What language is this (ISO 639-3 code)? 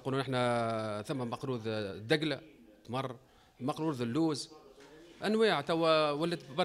aeb